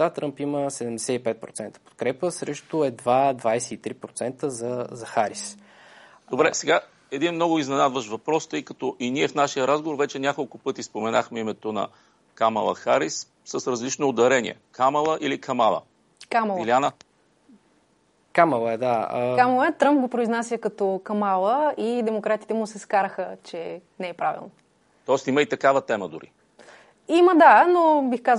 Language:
Bulgarian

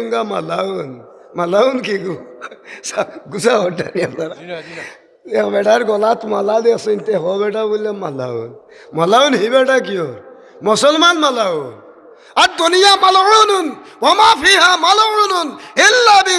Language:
Sylheti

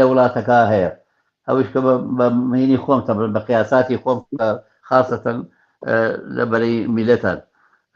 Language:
Central Kurdish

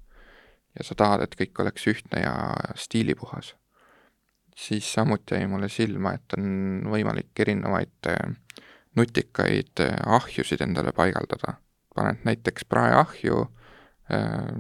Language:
Estonian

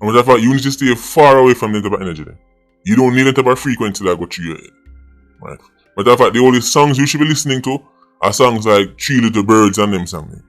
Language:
Jamaican Creole English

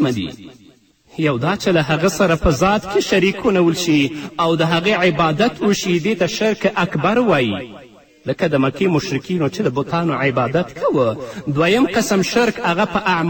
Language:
Pashto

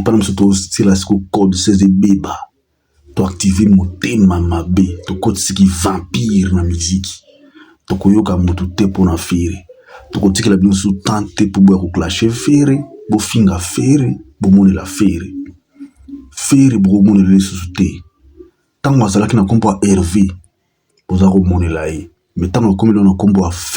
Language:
Lingala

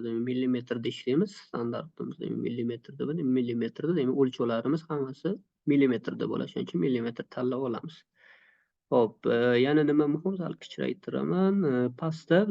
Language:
Uzbek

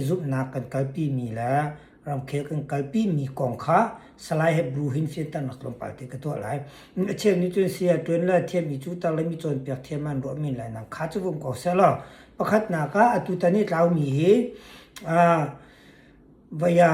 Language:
Hakha Chin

